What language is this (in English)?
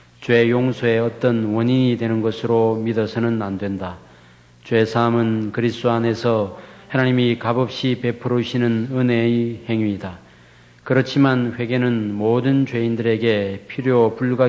Korean